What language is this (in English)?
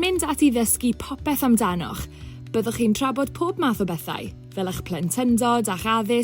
Welsh